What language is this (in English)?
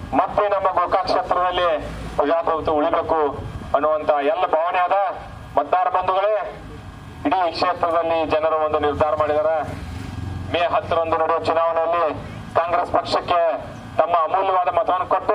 Kannada